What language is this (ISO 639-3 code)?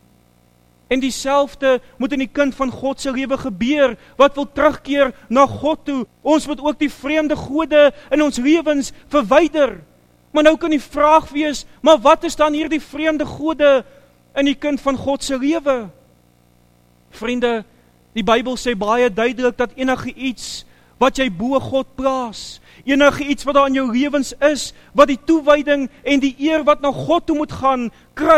afr